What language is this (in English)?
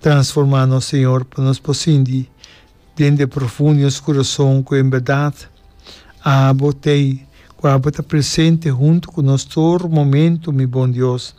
Papiamento